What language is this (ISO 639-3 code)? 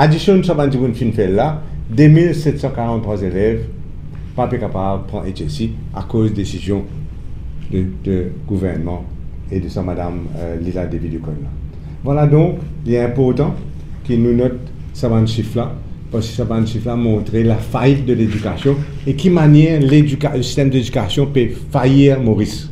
mfe